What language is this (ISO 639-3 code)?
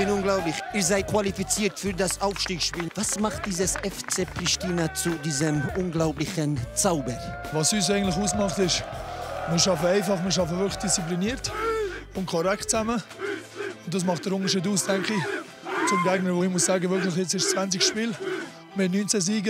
gsw